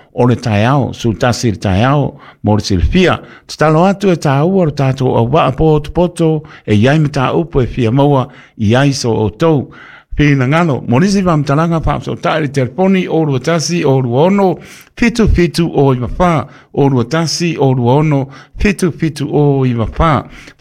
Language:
Samoan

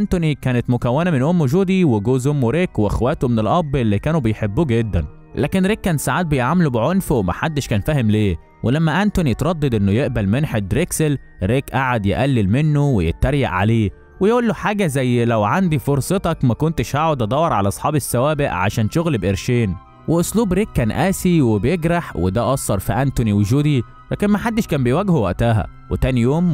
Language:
Egyptian Arabic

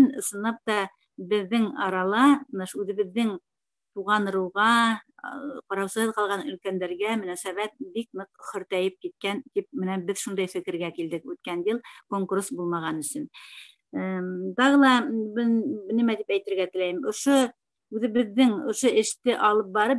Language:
Bashkir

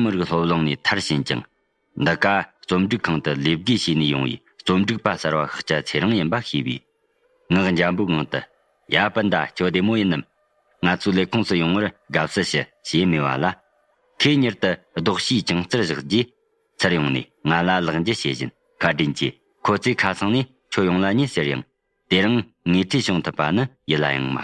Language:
Tibetan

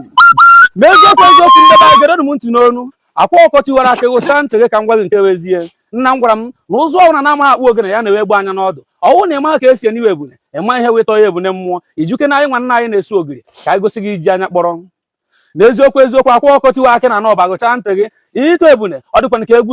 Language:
Igbo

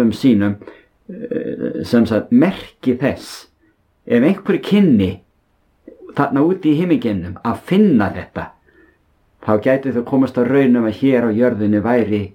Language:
Icelandic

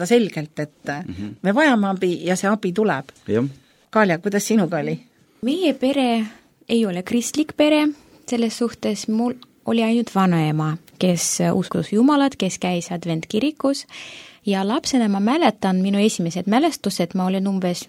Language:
Estonian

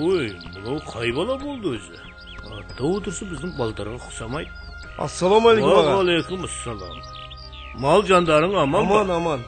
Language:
Kara-Kalpak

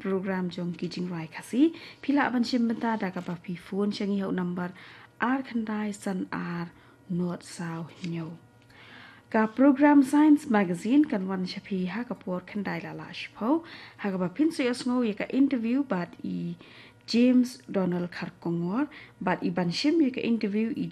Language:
Khasi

